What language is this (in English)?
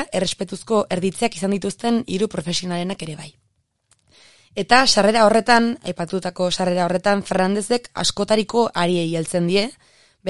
Basque